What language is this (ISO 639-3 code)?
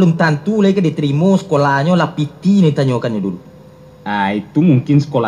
min